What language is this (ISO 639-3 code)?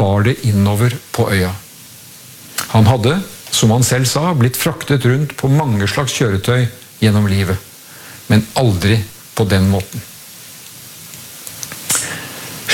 nor